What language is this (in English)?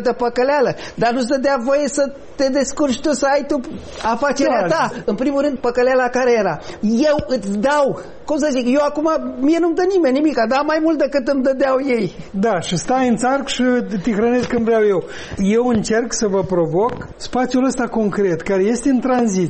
Romanian